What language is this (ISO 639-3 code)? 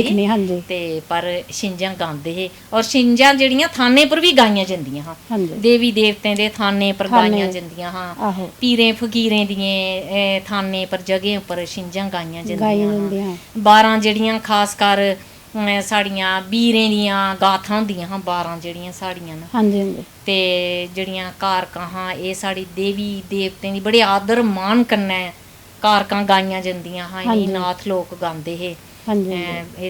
doi